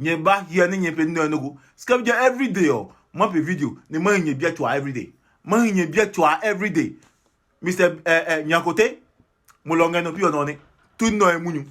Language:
Adangme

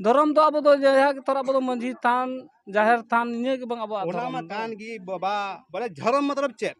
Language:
Santali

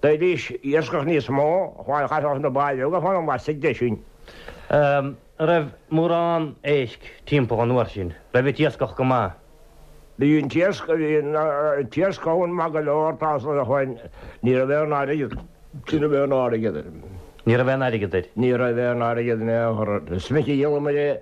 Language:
Irish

